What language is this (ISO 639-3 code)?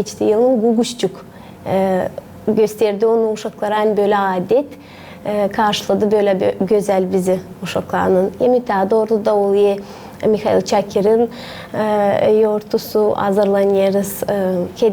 gag